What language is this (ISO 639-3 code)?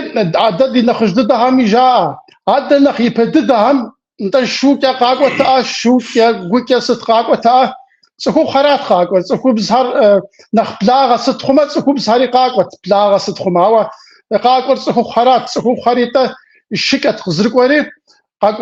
kbd